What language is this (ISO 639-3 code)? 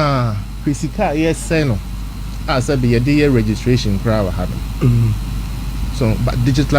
aka